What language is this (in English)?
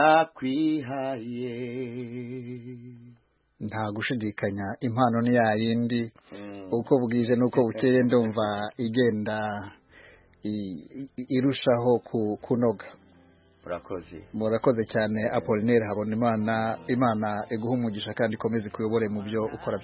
Kinyarwanda